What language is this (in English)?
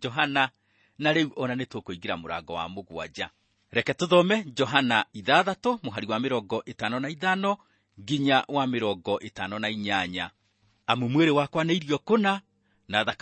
Kikuyu